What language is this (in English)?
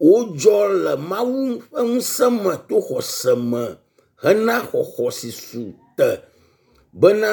Ewe